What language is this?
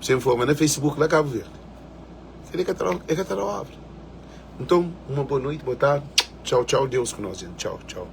Kabuverdianu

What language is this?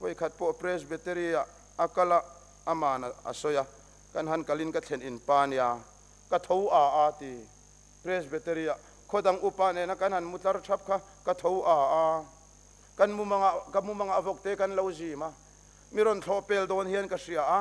Mizo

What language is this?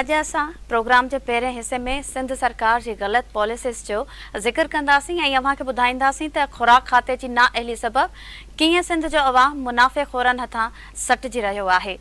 Sindhi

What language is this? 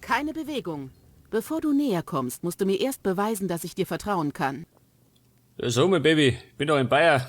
Bavarian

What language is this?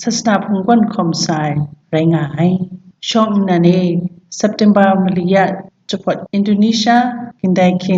Kachin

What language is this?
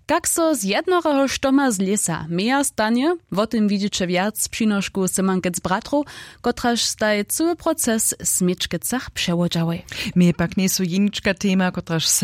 Upper Sorbian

